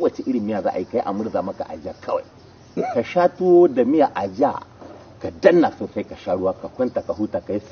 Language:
Hausa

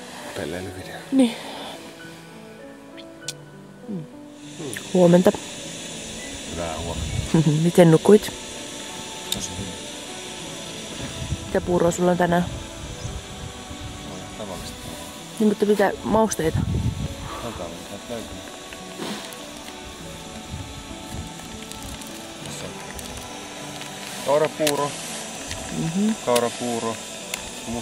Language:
Finnish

